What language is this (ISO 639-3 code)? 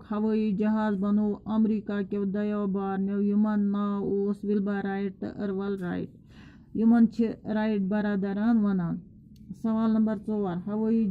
kas